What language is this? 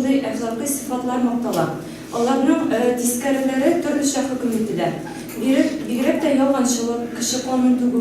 Tatar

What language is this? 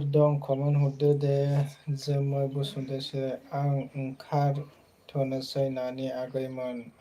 Bodo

